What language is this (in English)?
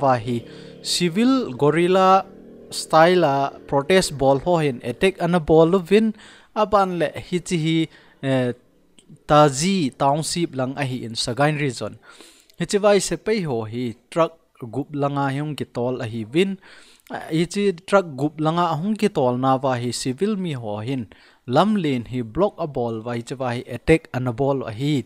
Thado Chin